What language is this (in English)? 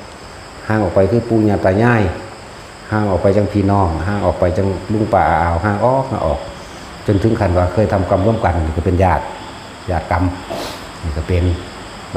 Northeastern Thai